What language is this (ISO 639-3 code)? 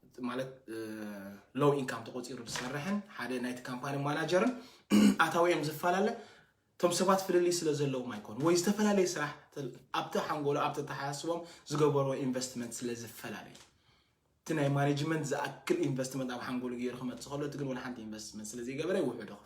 tir